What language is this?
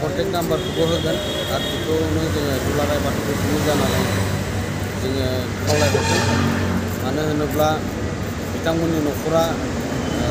Bodo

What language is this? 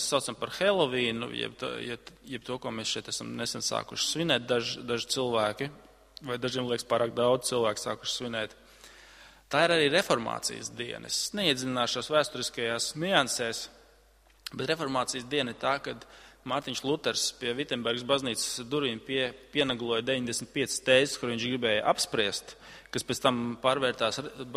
Latvian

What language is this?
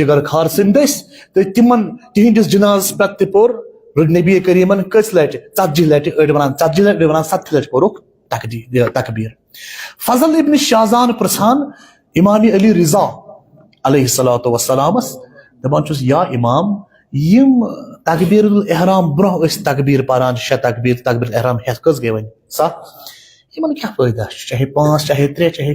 Kashmiri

